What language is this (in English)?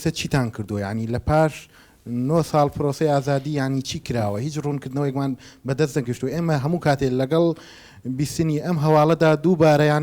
Central Kurdish